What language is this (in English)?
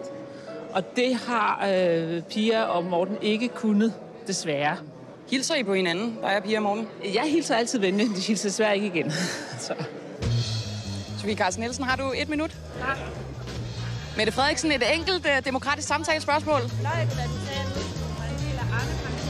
Danish